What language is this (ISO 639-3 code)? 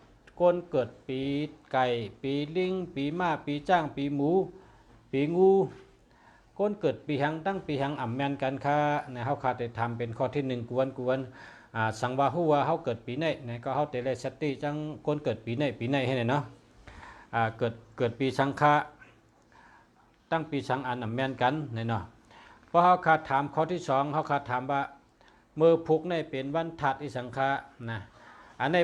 shn